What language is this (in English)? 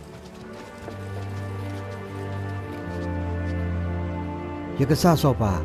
S'gaw Karen